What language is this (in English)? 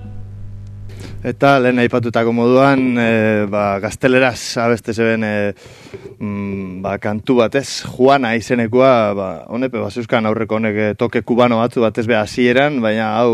Basque